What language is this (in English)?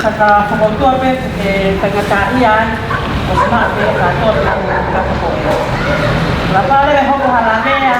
Tongan